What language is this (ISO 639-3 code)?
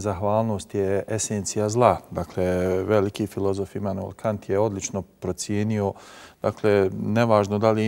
bos